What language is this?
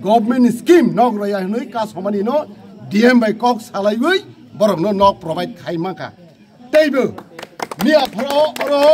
Kok Borok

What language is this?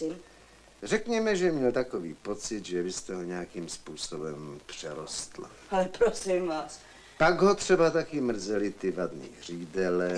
Czech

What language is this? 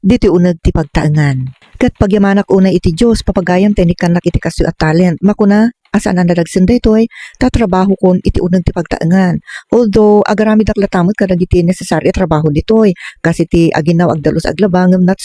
Iloko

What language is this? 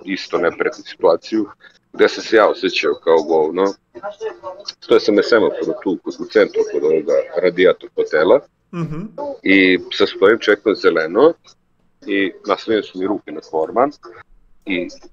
Serbian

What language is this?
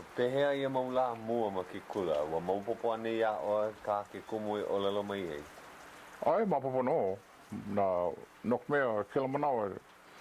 Hawaiian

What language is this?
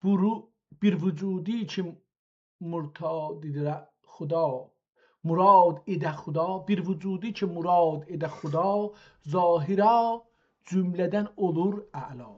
South Azerbaijani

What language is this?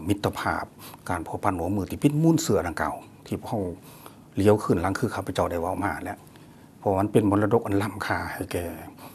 Lao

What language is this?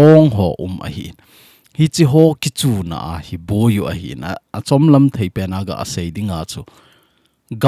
Thado Chin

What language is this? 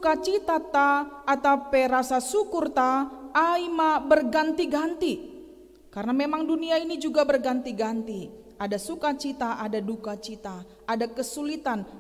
Batak Simalungun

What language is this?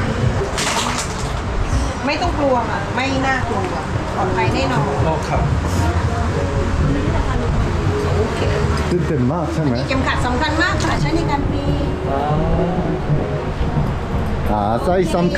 Thai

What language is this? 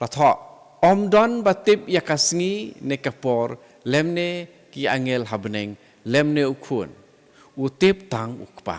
Khasi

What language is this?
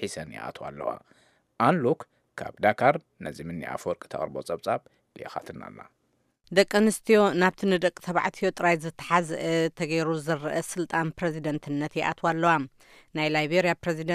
Tigrinya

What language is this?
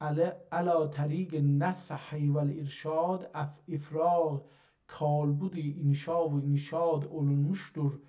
South Azerbaijani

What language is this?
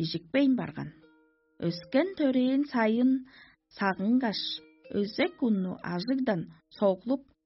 Tuvinian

